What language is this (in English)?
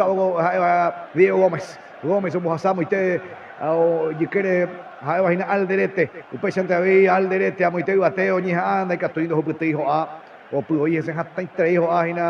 Guarani